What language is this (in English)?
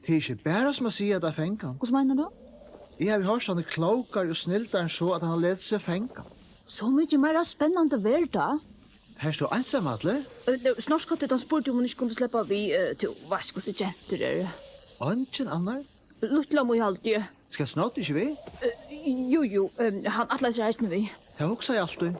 Faroese